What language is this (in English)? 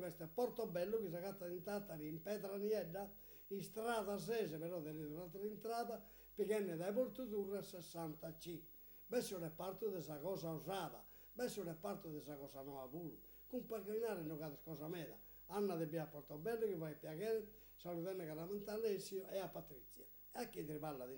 Sardinian